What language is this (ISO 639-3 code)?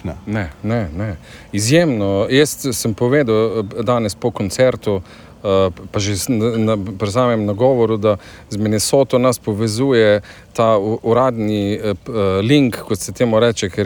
slv